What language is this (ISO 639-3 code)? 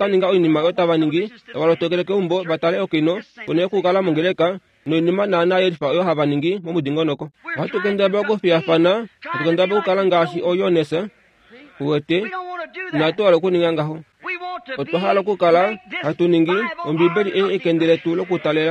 kua